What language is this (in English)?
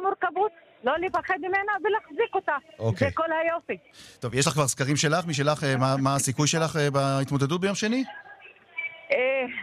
Hebrew